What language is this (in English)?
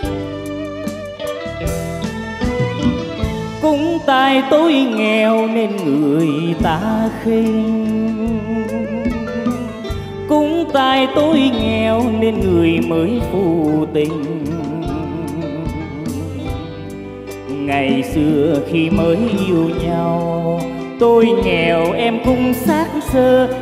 Vietnamese